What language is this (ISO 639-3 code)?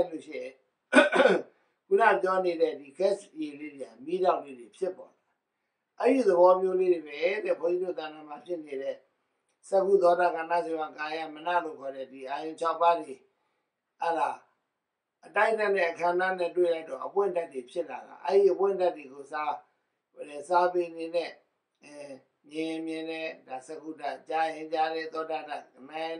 mya